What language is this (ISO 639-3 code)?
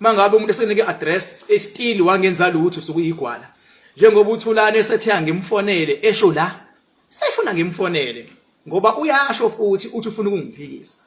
zul